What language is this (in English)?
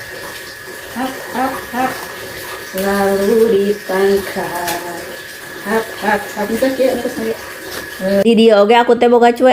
Sundanese